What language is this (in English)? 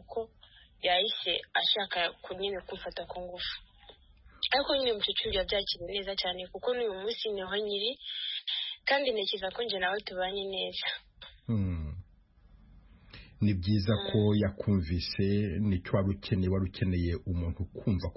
Kinyarwanda